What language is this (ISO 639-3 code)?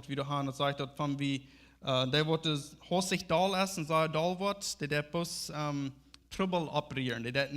pdt